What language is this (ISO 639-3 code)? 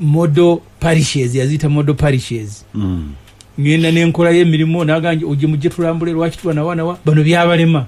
lug